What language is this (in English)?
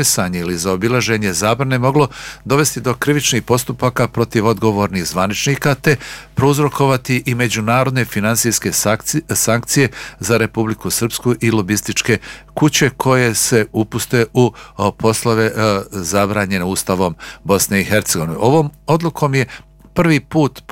Bosnian